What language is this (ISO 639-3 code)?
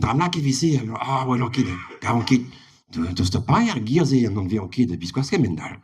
bre